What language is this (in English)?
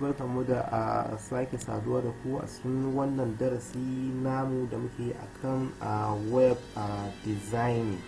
Hausa